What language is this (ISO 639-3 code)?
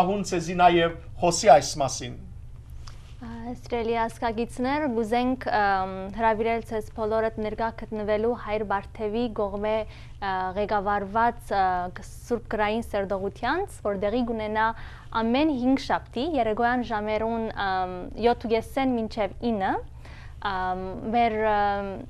hyw